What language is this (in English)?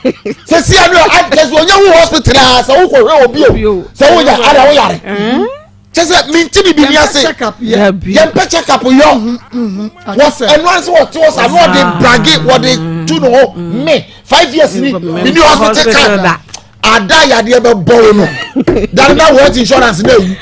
Akan